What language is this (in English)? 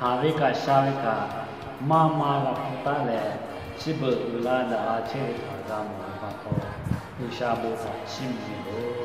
Lahu